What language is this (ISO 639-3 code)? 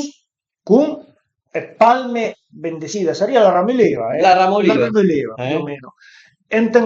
pms